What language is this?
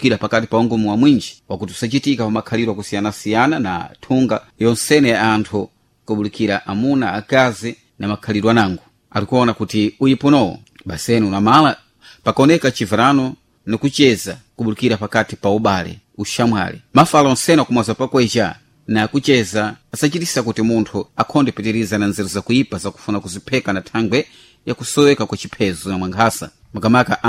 Sena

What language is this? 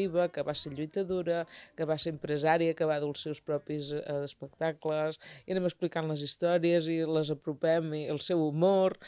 Catalan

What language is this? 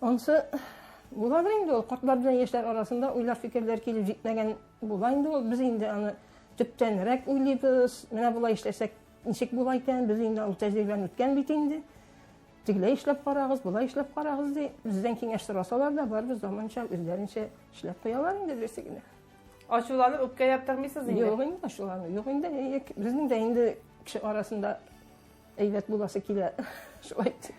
Tatar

